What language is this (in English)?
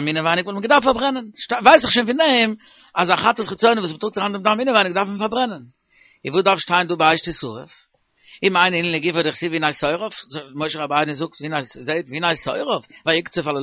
Yiddish